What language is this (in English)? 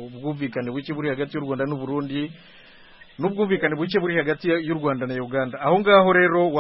Kinyarwanda